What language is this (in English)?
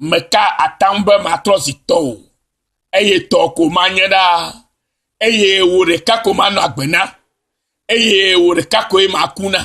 Ewe